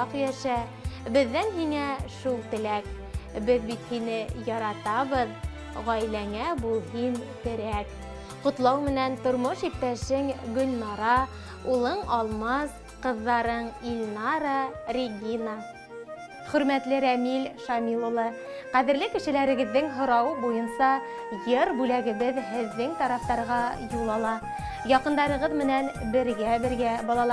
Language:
Bashkir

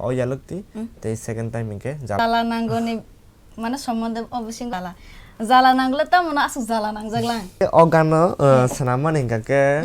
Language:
Kok Borok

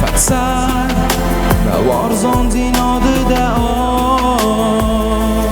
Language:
Ossetic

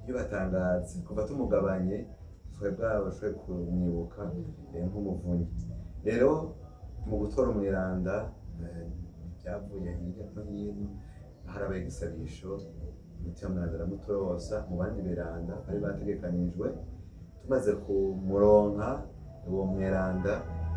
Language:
Rundi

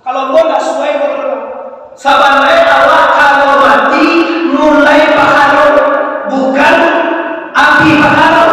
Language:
Minangkabau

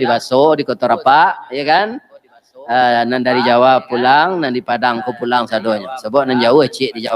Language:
Minangkabau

